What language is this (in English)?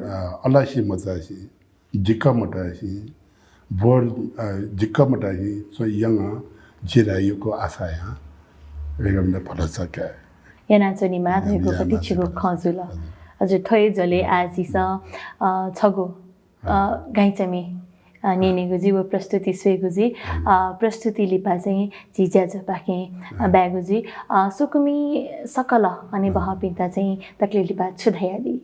Newari